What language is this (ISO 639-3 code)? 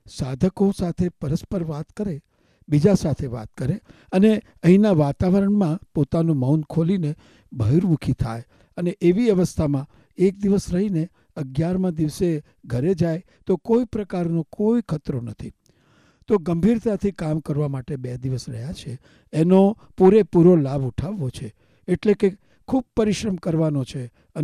guj